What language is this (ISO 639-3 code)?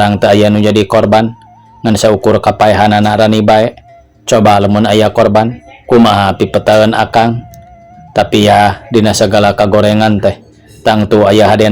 sun